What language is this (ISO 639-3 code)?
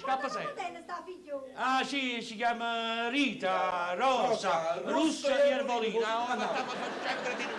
nap